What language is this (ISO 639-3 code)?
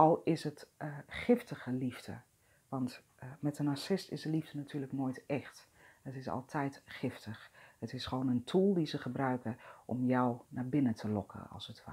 nld